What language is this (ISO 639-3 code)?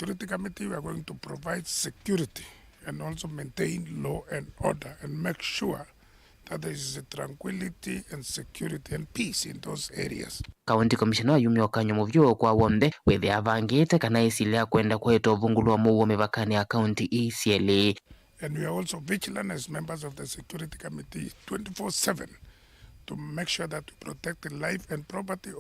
kam